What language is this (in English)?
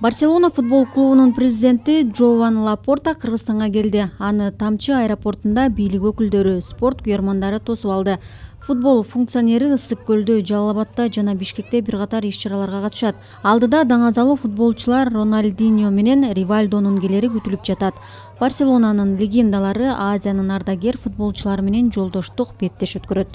Kyrgyz